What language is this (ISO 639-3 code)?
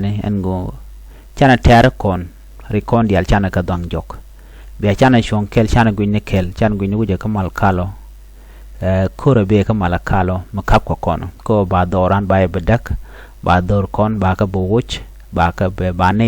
nus